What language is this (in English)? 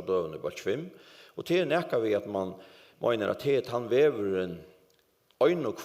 Faroese